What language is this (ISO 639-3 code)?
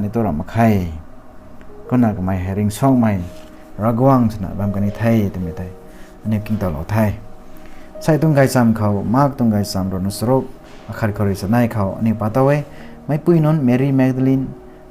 nbu